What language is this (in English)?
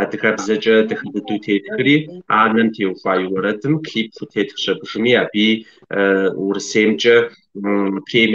Kabardian